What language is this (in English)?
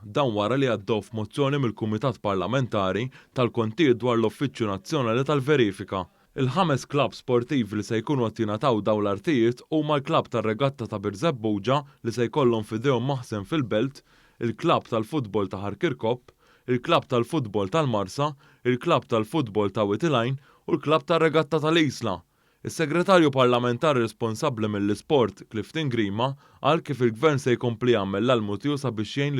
Maltese